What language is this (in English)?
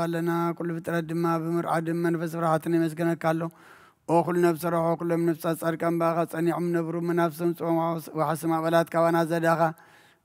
Geez